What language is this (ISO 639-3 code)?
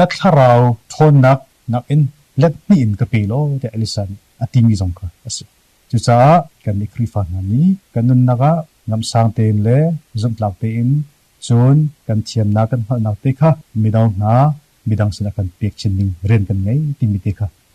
cnh